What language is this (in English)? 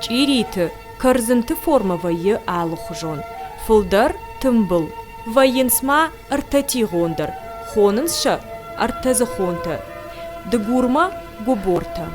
Ossetic